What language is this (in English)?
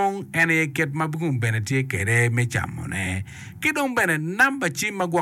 Acoli